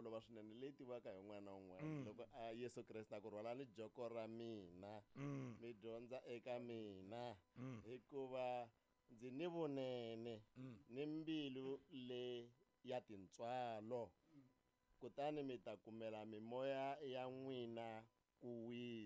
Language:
Tsonga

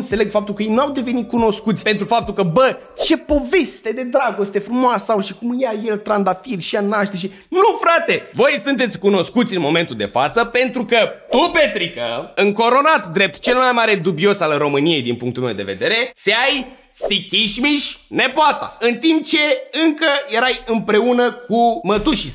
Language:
Romanian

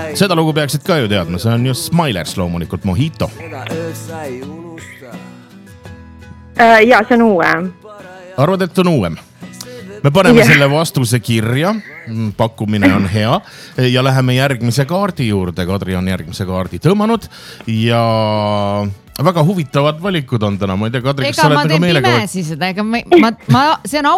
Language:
Estonian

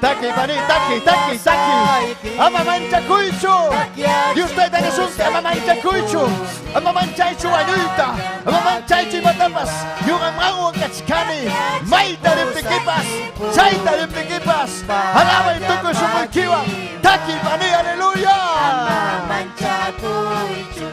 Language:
Ayacucho Quechua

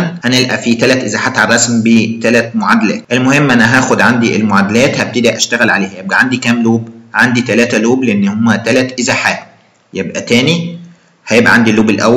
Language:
Egyptian Arabic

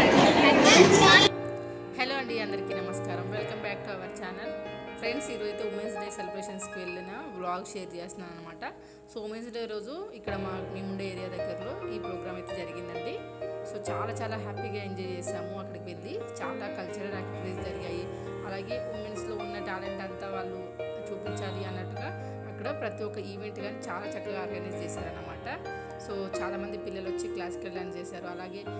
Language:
Telugu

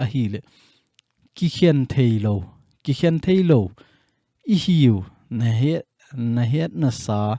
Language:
Thado Chin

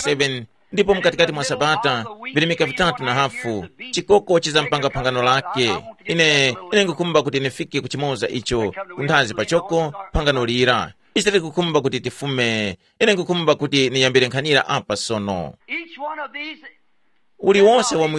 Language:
Tumbuka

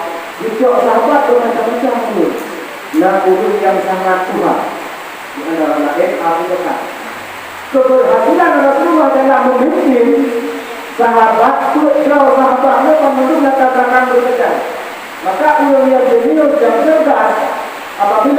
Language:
Achinese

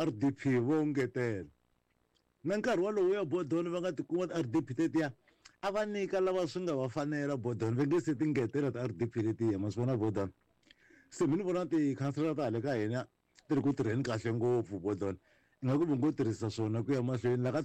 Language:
Tsonga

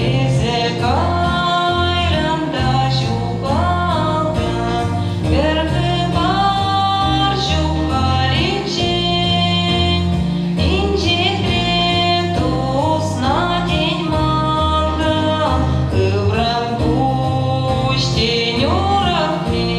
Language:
Chuvash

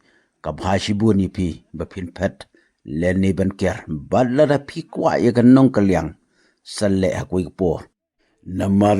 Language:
Khasi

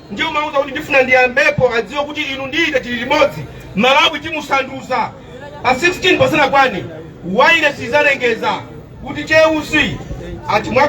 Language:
Nyanja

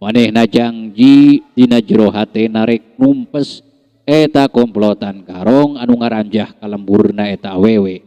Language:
Sundanese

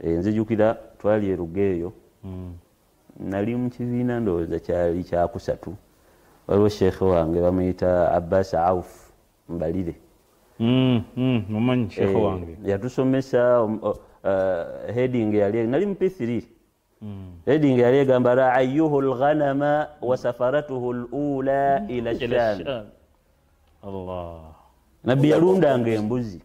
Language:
Ganda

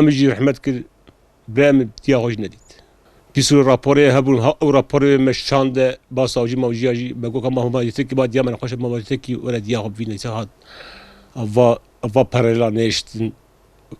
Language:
Kurdish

